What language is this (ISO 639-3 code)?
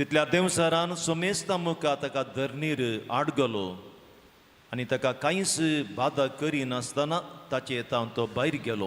kok